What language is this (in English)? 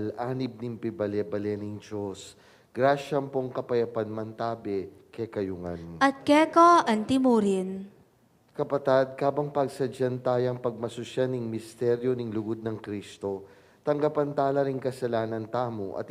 Pampanga